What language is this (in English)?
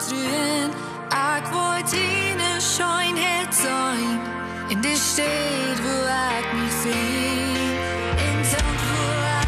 Plautdietsch